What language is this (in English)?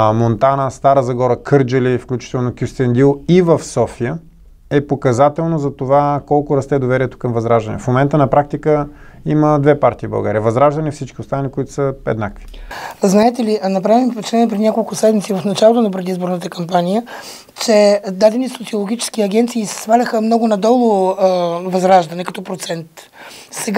Bulgarian